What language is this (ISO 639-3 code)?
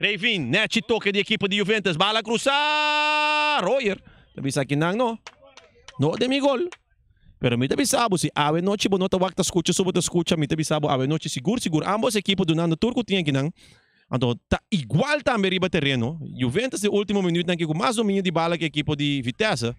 pap